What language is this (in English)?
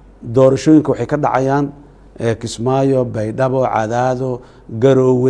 Somali